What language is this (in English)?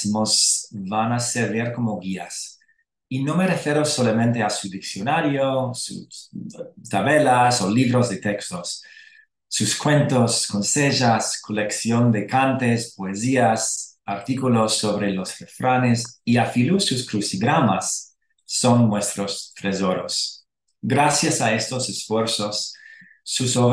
Ladino